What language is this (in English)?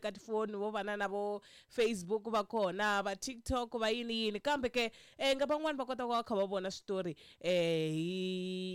Tsonga